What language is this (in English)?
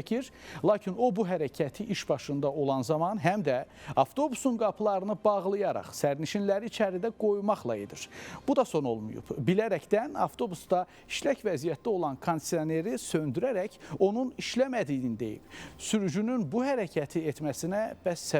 Azerbaijani